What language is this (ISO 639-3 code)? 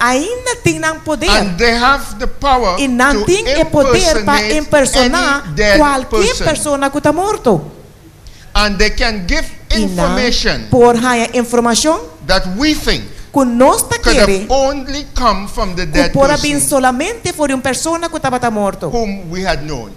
pap